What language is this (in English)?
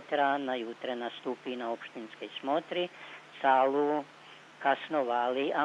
Rusyn